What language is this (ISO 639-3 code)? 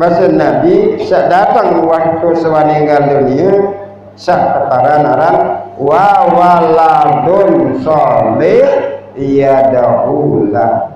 sas